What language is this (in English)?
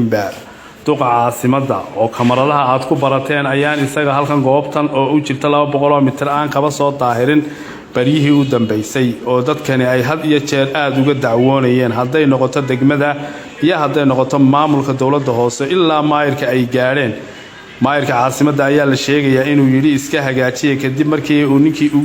Somali